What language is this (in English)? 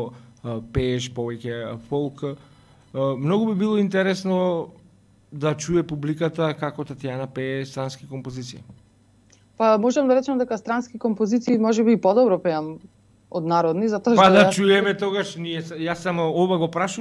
Macedonian